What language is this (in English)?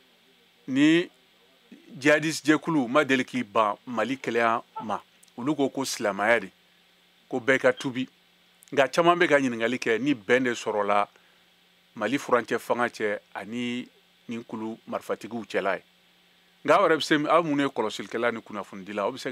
Bambara